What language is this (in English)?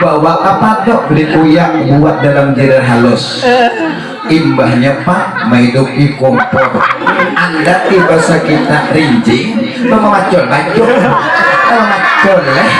Banjar